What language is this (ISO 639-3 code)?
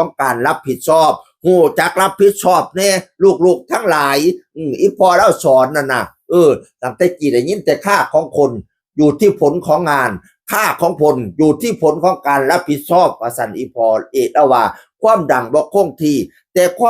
tts